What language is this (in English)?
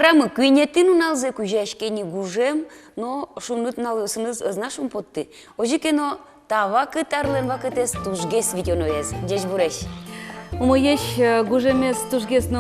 Udmurt